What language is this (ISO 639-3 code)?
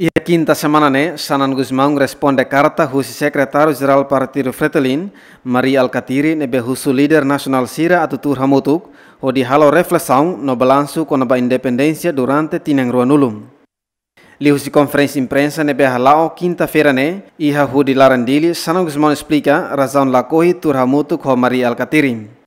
tet